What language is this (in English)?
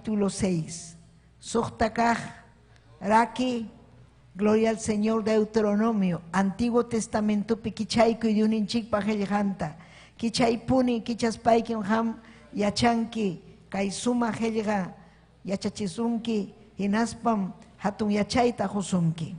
Ayacucho Quechua